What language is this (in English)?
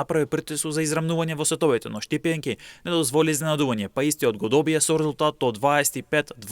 Macedonian